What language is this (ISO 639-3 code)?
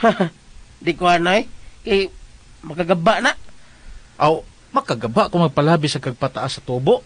ceb